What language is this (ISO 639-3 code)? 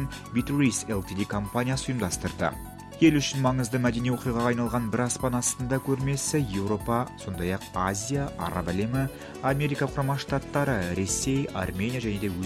kaz